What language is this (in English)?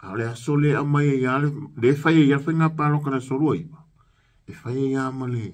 Samoan